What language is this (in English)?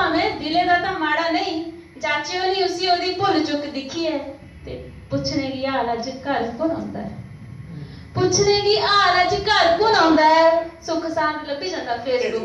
Dogri